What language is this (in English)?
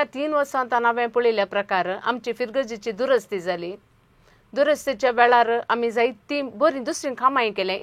Konkani